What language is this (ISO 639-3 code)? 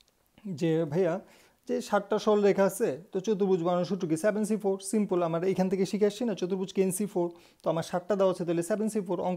ben